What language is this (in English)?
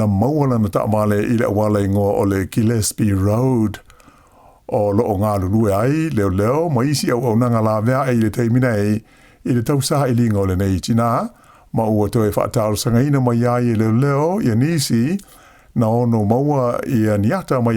Samoan